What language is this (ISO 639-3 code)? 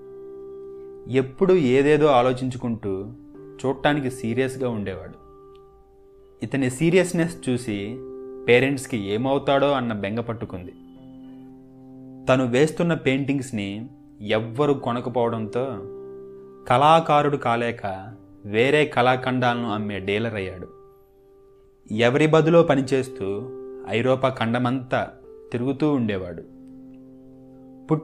tel